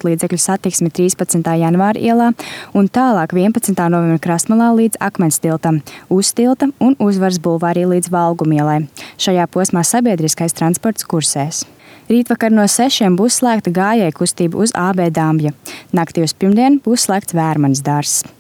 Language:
Latvian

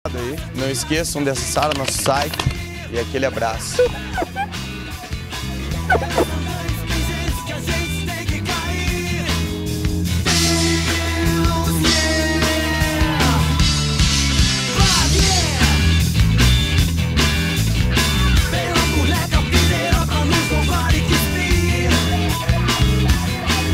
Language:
Portuguese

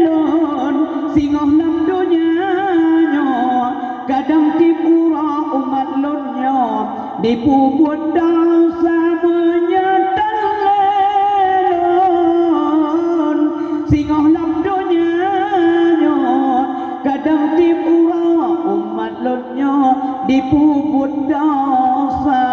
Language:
Achinese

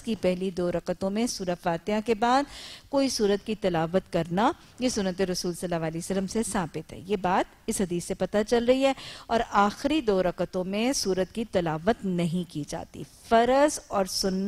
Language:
Urdu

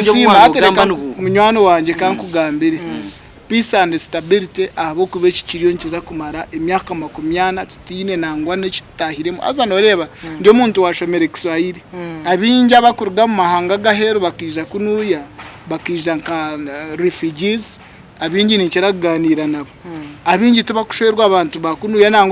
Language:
Nyankole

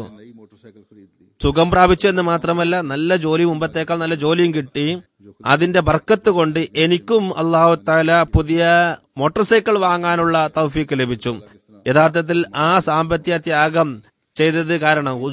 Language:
Malayalam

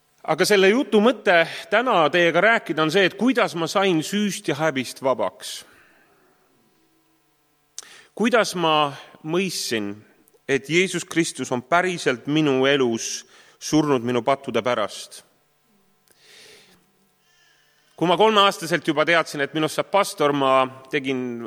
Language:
Estonian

